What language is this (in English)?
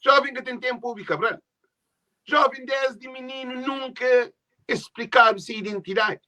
Kabuverdianu